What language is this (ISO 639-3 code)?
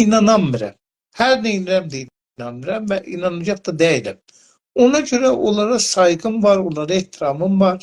azb